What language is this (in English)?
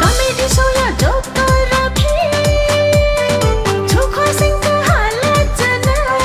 Newari